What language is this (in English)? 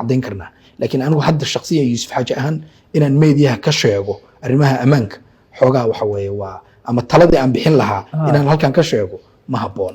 Somali